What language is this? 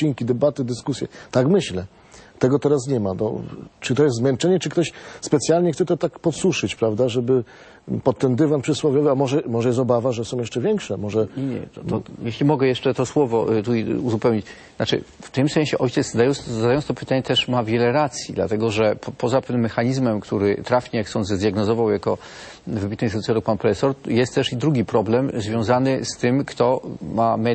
Polish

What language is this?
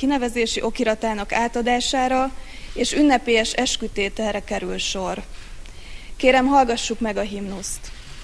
Hungarian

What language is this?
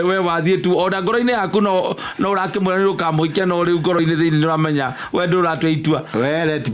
Kikuyu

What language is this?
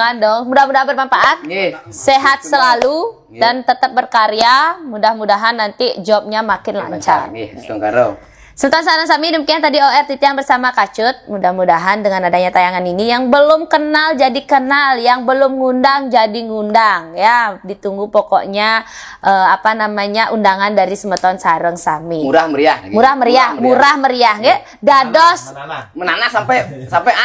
Balinese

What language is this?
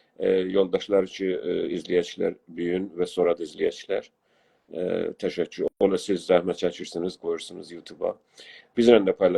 South Azerbaijani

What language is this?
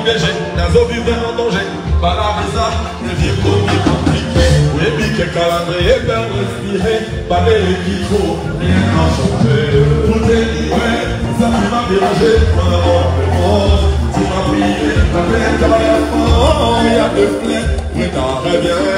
French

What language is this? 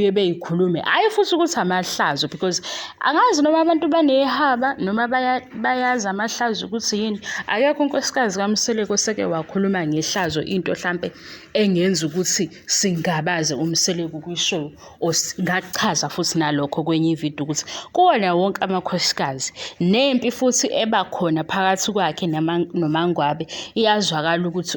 Zulu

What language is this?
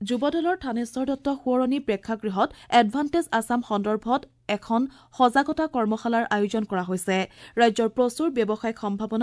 Assamese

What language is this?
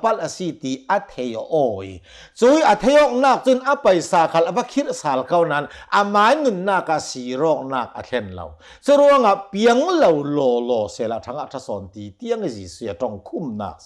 Hakha Chin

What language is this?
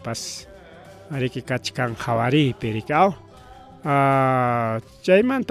Ayacucho Quechua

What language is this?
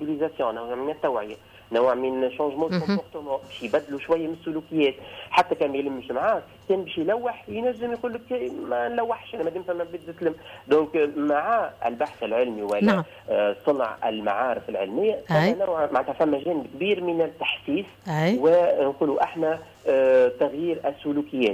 Tunisian Arabic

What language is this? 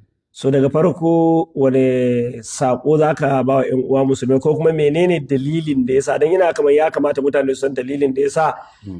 Hausa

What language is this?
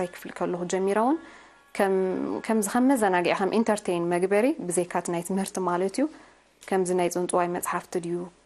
Tigrinya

